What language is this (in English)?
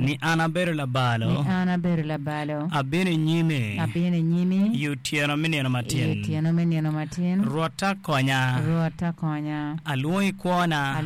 Acoli